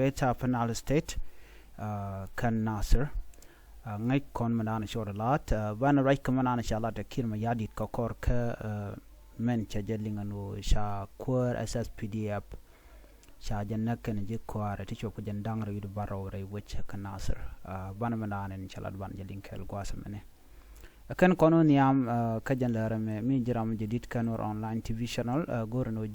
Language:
Nuer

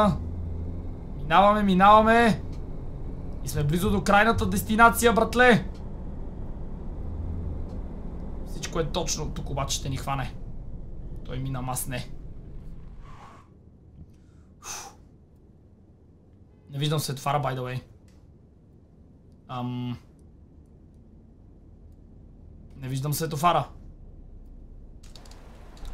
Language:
Bulgarian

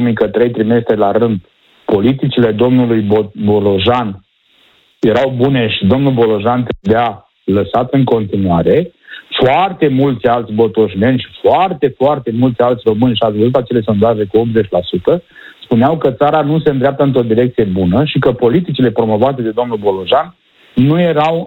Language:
Romanian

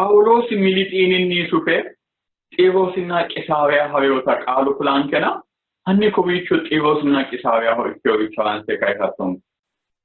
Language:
Sidamo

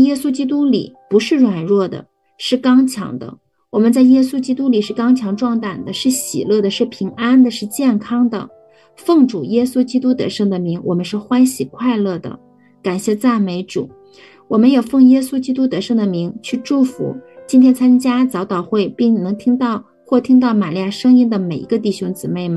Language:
Chinese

